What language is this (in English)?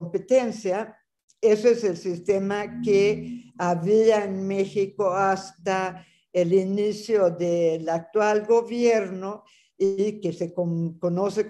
Spanish